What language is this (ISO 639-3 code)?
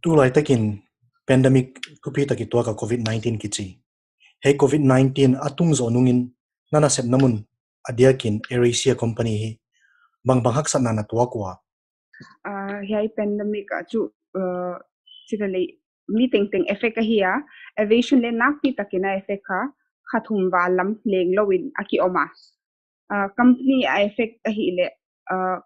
pck